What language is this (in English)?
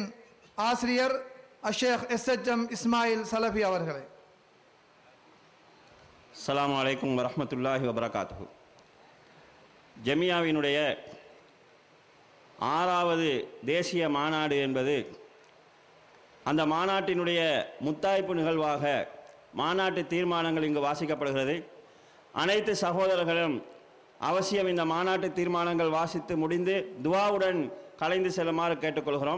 Tamil